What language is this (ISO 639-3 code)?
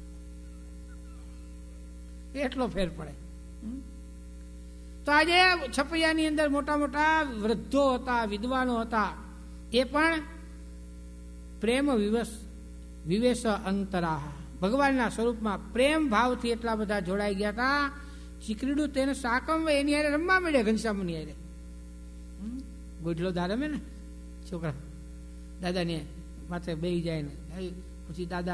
guj